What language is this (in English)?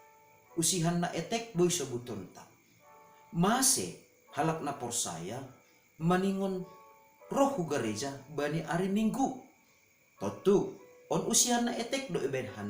Batak Simalungun